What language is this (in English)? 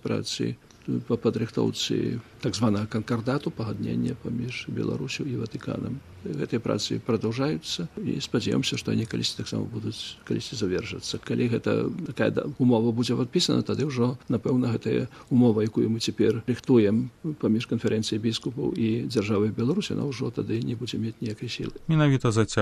Belarusian